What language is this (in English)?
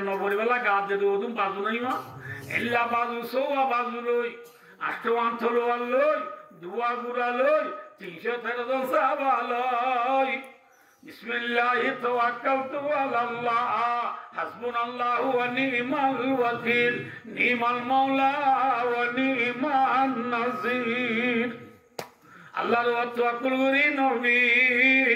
Rohingya